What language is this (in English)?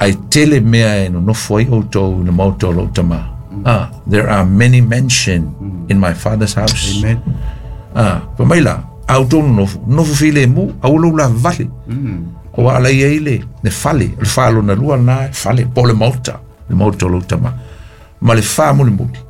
Samoan